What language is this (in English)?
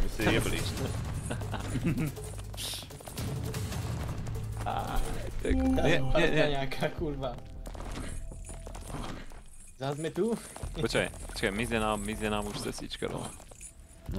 Slovak